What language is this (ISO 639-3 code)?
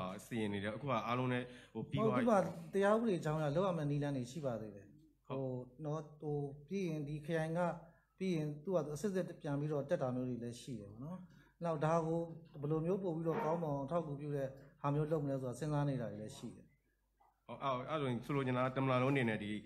mya